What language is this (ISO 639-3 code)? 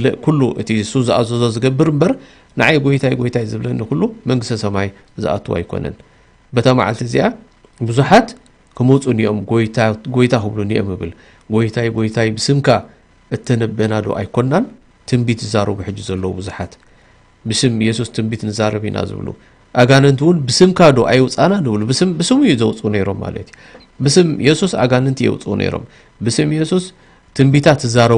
tir